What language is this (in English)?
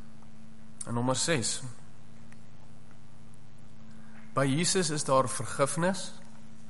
Afrikaans